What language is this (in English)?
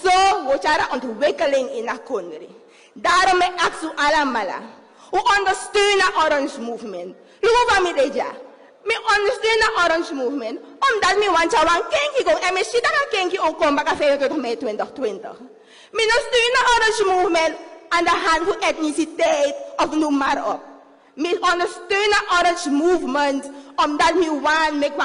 Sranan Tongo